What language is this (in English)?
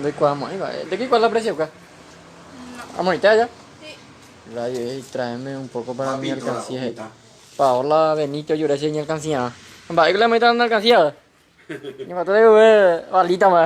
Guarani